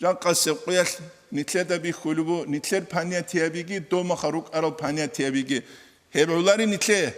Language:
Avaric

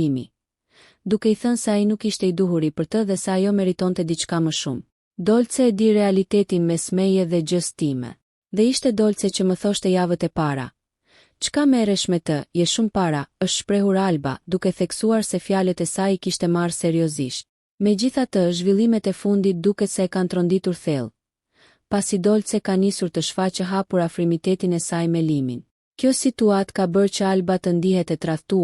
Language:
Albanian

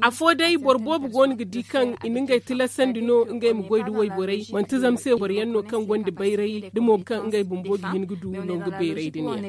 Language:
Zarma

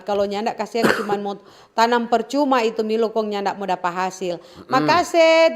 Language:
Manado Malay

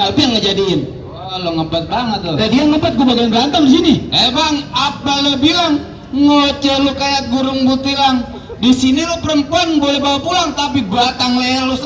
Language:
Betawi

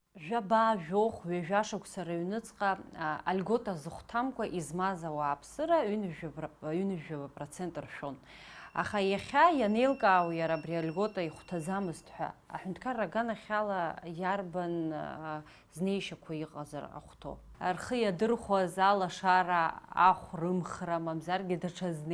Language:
Abkhazian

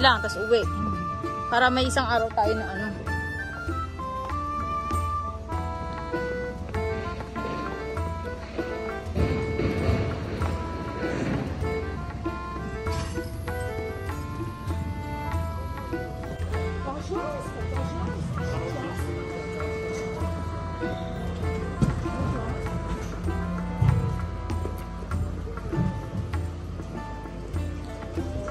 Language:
Filipino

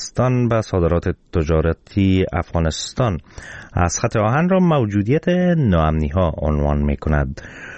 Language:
Persian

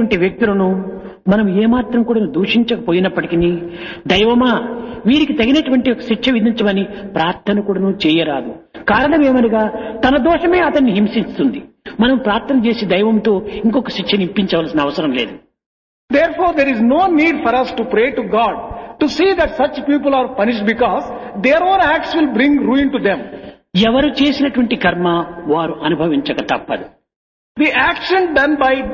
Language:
Telugu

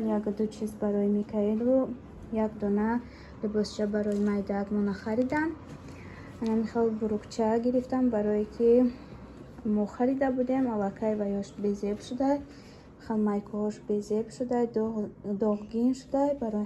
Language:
Tajik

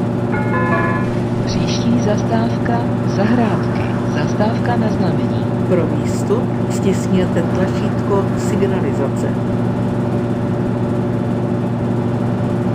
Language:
Czech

